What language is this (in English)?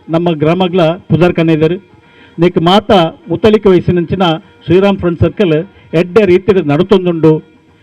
Tulu